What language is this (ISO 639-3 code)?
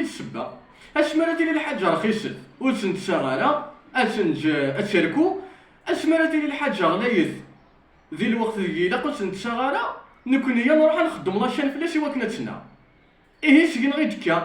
kab